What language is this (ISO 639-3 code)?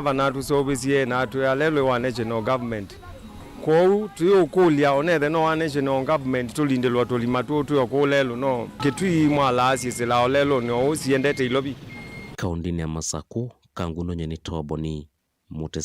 kam